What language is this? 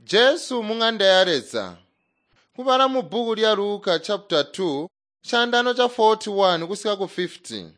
Tonga (Zambia)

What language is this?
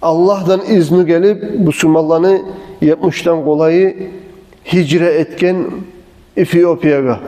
Kumyk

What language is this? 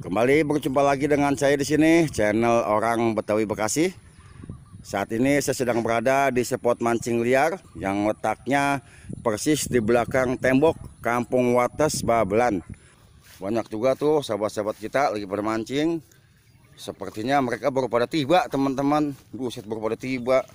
Betawi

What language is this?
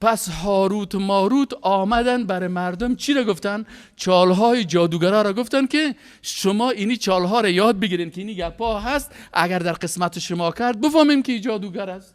Persian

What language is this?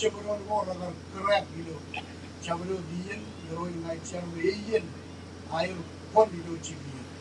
Marshallese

